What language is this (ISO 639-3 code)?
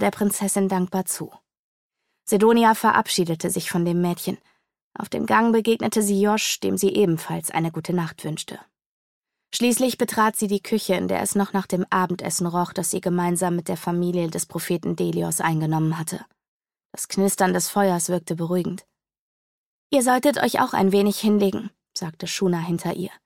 deu